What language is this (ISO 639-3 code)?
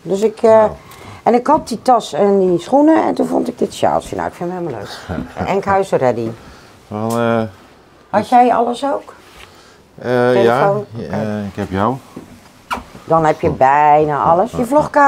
nld